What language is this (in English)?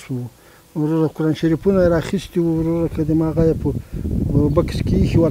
Pashto